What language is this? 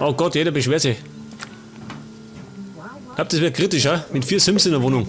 Bavarian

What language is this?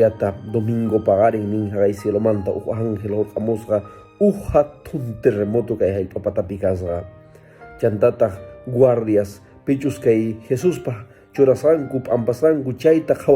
Quechua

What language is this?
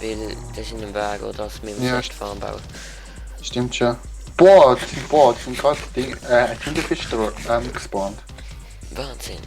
Swiss German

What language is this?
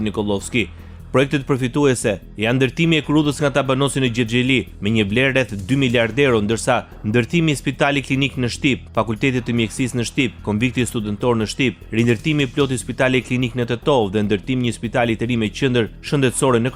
Albanian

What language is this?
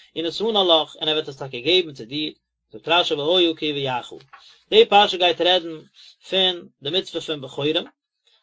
Yiddish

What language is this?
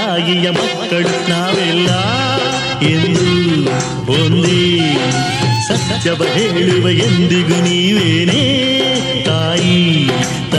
Kannada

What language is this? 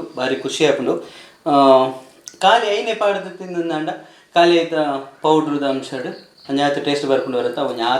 Tulu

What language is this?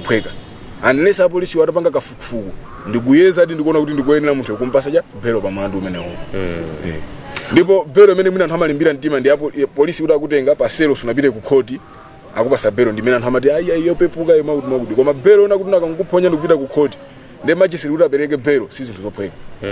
Nyanja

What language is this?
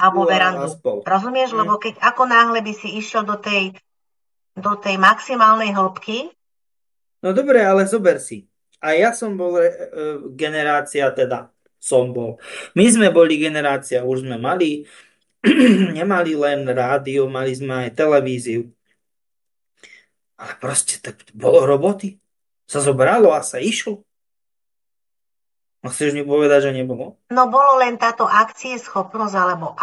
Slovak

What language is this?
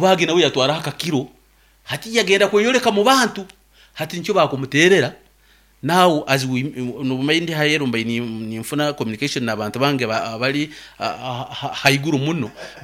Nyankole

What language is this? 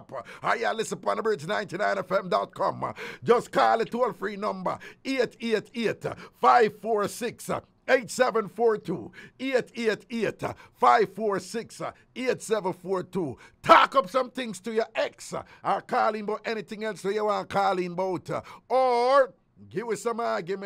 Jamaican Creole English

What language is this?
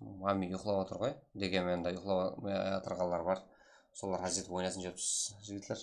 Kara-Kalpak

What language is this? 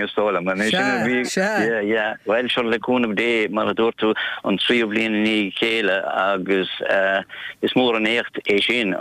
Irish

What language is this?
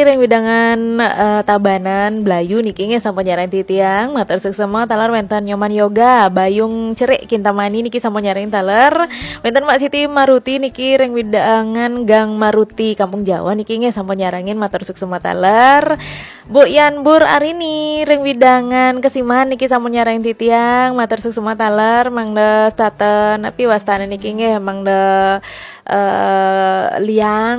Balinese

